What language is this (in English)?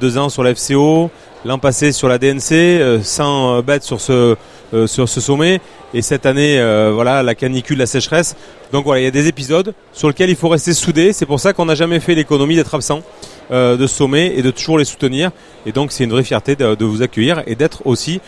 French